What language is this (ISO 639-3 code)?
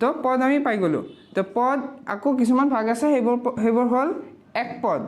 asm